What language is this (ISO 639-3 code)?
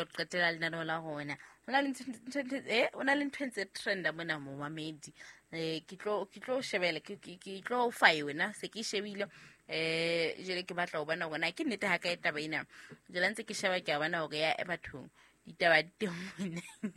sot